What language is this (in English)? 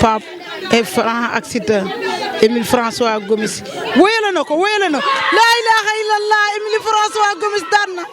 Wolof